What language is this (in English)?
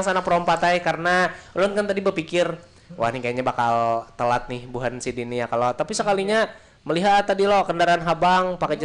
Banjar